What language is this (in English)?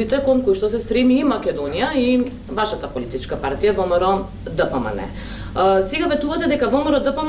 Macedonian